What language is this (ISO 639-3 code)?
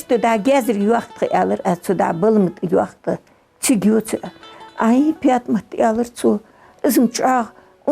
inh